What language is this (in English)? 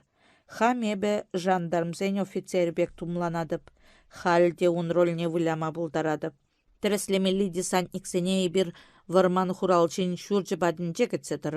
Chuvash